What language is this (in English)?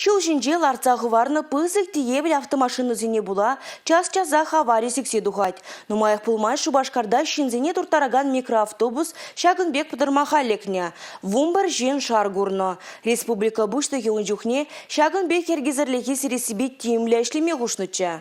Chuvash